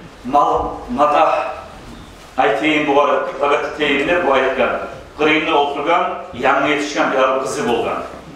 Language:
Kumyk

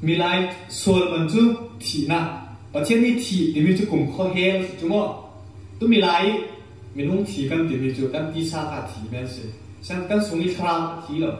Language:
Falam Chin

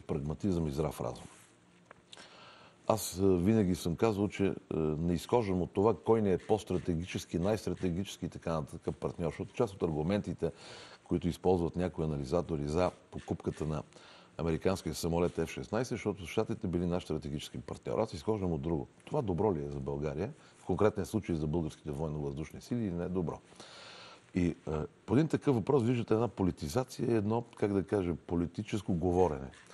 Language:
Bulgarian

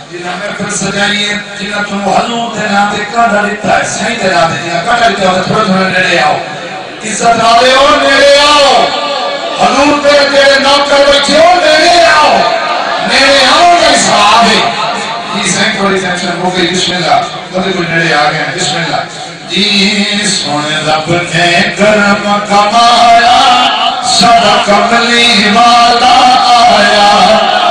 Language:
Saraiki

